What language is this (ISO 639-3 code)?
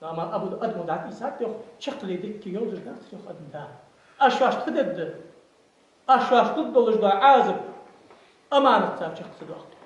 inh